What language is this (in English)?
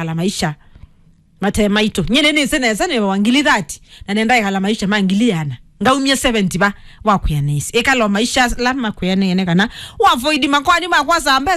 Kamba